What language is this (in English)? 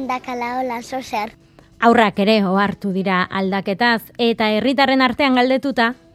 Basque